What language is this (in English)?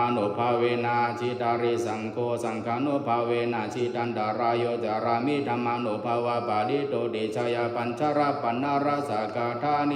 Pali